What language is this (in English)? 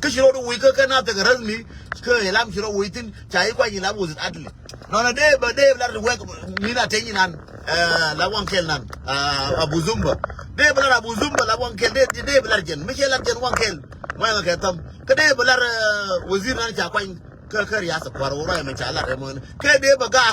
Nuer